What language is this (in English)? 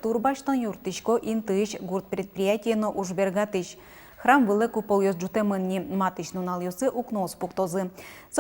Udmurt